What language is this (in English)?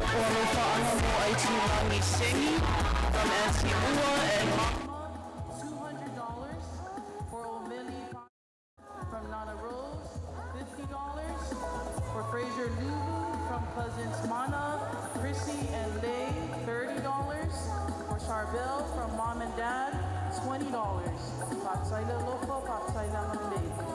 Samoan